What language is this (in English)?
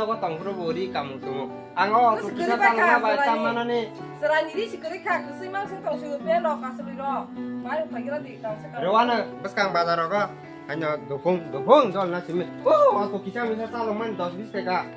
Kok Borok